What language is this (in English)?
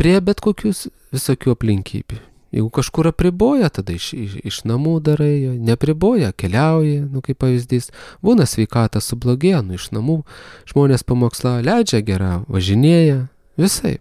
Lithuanian